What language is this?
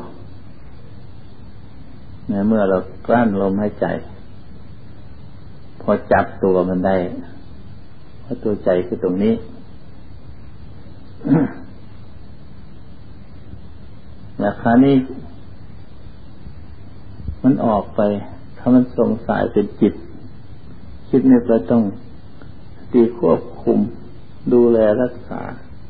Thai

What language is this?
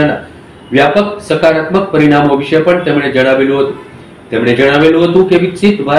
Gujarati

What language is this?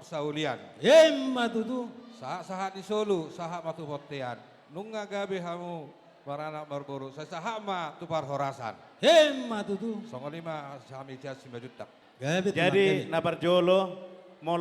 Batak Toba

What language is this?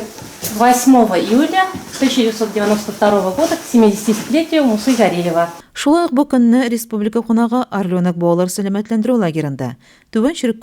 Tatar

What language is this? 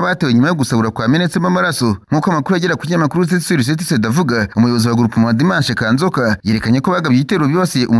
Kinyarwanda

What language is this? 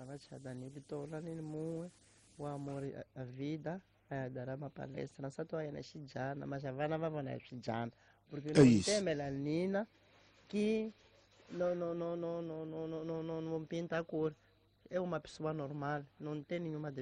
Tsonga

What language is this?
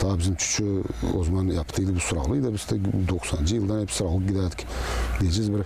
Gagauz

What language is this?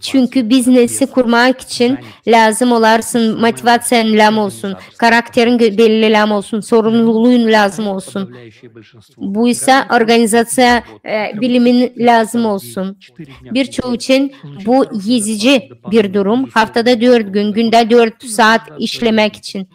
Gagauz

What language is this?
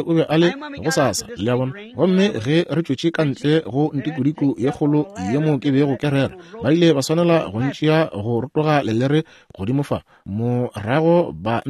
Northern Sotho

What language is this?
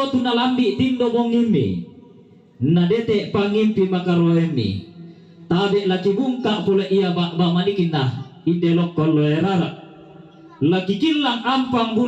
Toraja-Sa'dan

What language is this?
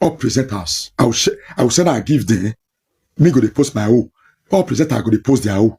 Nigerian Pidgin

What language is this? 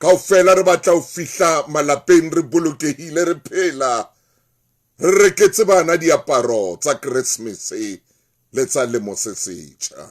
Southern Sotho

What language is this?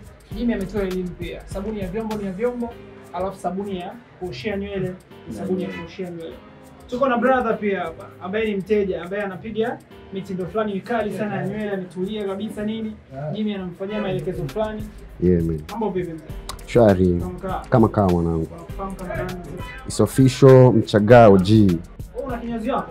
Swahili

